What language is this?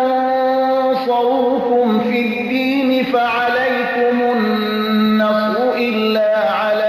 Persian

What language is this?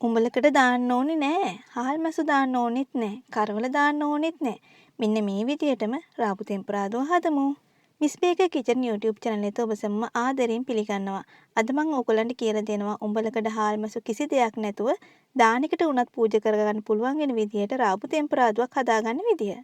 Sinhala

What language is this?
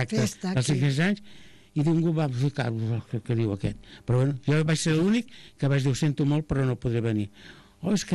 Catalan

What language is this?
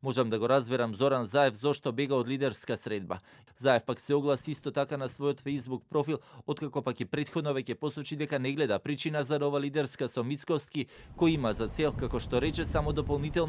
Macedonian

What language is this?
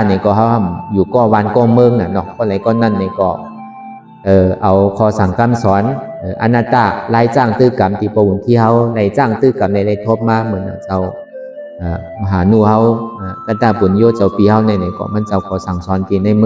Shan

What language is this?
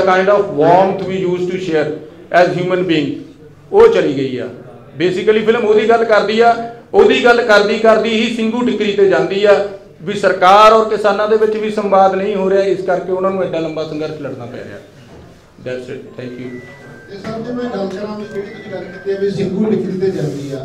Punjabi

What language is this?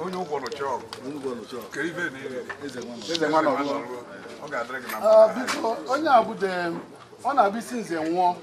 Igbo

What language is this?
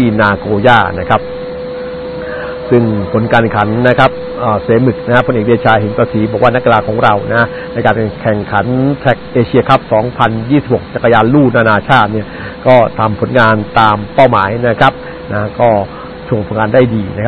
Thai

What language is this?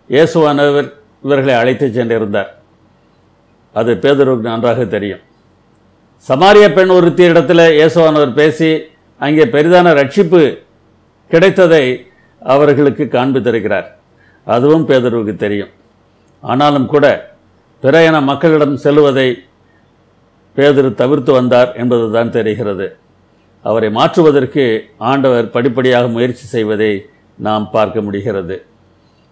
Tamil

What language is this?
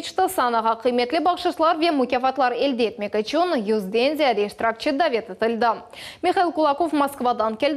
Crimean Tatar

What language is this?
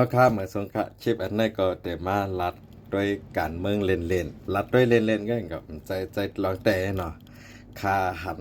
Shan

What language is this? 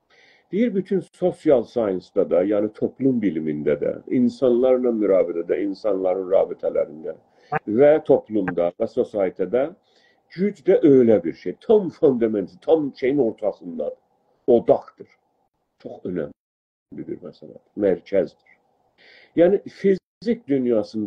South Azerbaijani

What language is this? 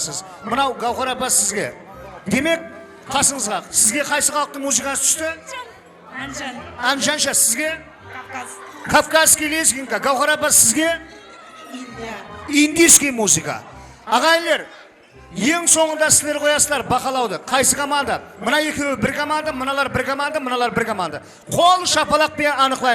Kara-Kalpak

